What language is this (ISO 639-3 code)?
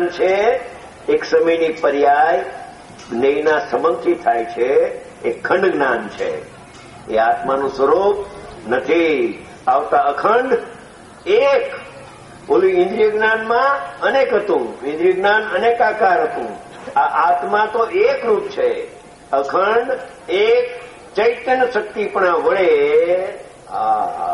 guj